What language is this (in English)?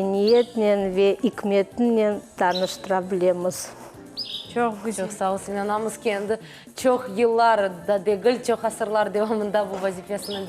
Crimean Tatar